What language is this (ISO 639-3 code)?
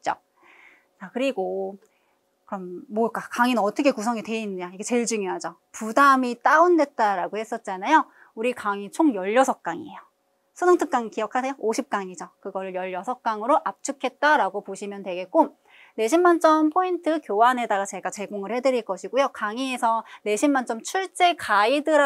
kor